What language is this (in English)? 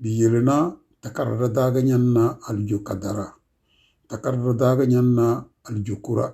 Tem